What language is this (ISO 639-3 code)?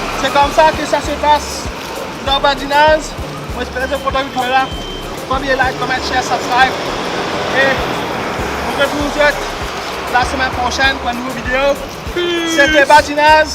mfe